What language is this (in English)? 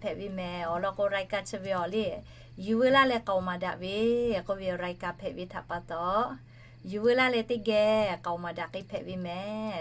Lahu